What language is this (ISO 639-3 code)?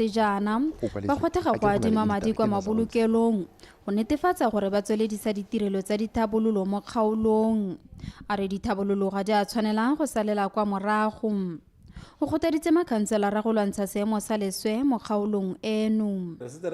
tsn